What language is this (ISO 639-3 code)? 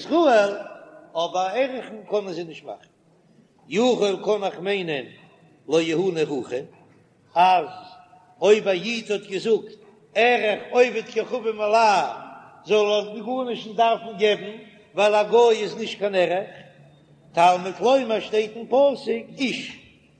yid